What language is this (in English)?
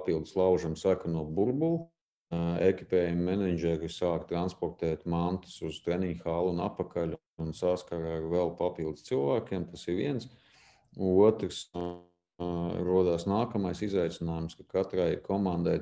Latvian